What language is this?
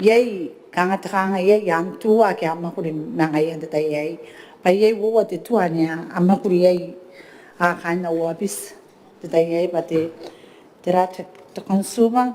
Gilbertese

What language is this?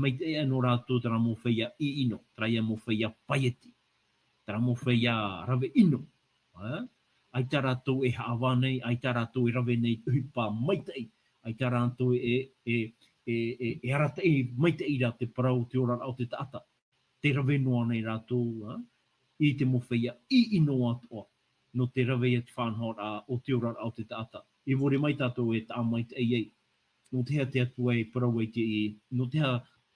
Tahitian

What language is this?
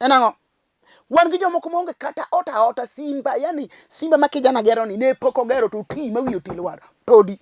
Luo (Kenya and Tanzania)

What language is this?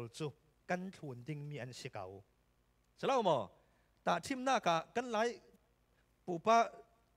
Falam Chin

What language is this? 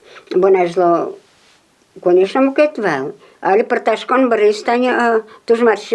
Udmurt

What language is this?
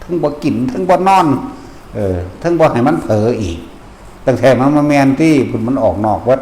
Northeastern Thai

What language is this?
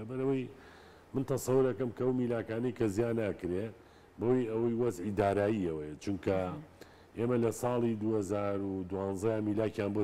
Central Kurdish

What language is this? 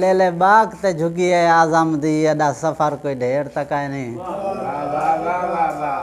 Saraiki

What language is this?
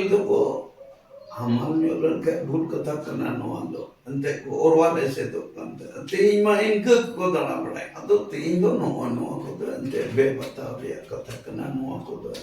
Santali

